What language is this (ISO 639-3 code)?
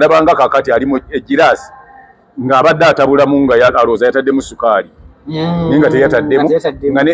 lug